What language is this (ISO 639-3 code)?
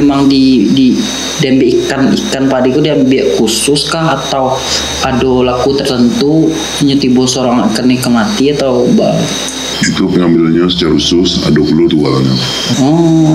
min